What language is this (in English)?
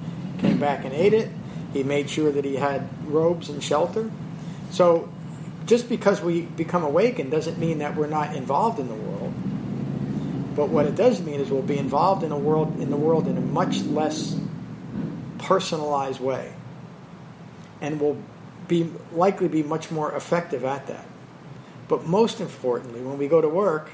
English